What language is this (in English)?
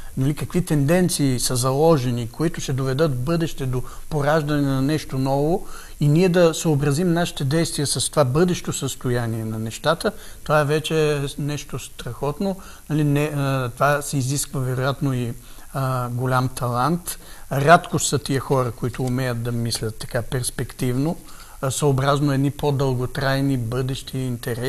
Bulgarian